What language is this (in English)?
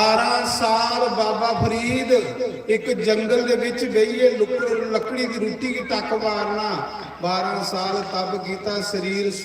Dogri